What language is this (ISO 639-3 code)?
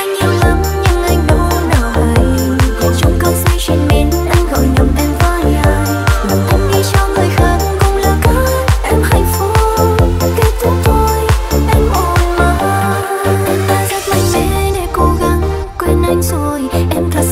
vie